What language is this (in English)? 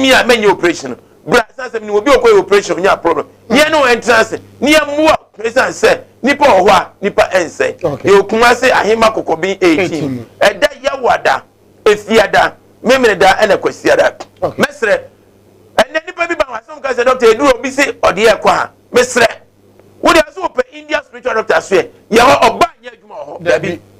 Akan